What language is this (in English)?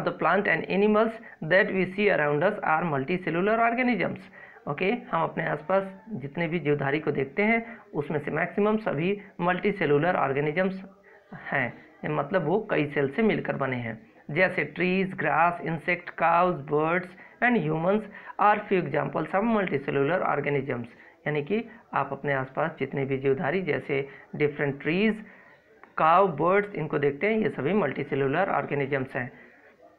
Hindi